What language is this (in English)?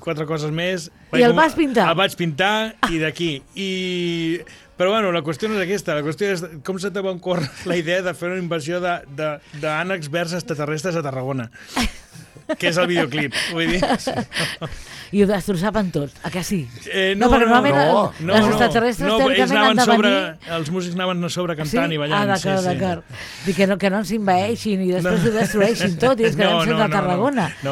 Catalan